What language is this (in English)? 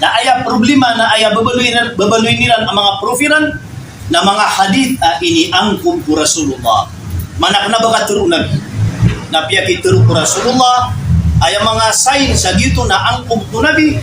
Maranao